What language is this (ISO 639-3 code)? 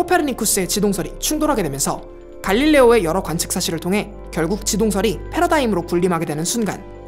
kor